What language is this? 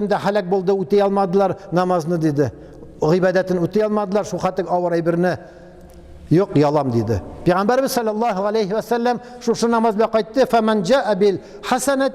Tatar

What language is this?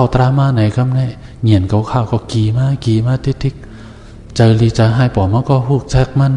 Shan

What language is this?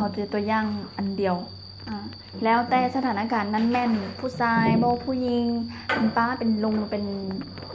Lao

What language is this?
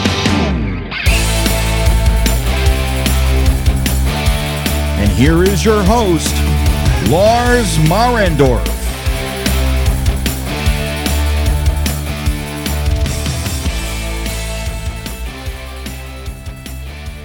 German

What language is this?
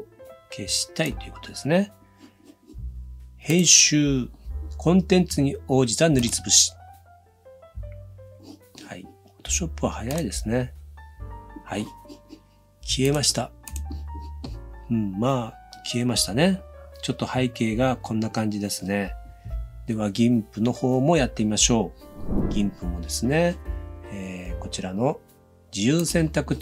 Japanese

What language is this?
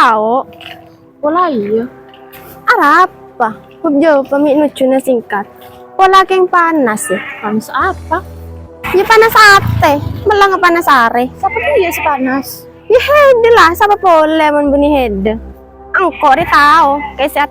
Madurese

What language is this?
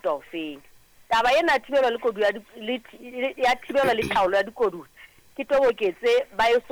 Southern Sotho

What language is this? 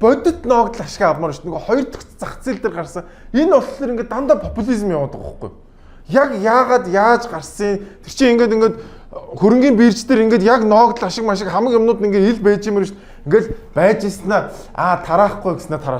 Mongolian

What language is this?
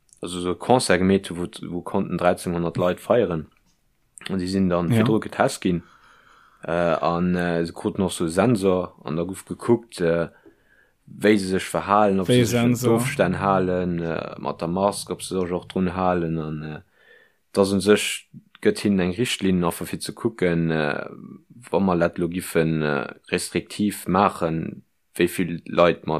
Luxembourgish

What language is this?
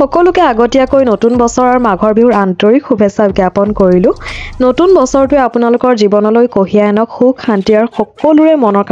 Assamese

